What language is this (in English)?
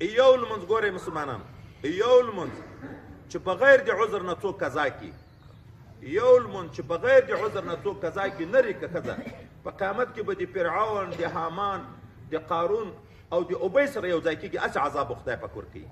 Pashto